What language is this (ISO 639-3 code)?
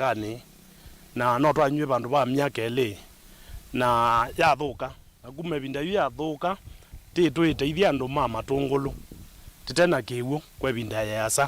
kam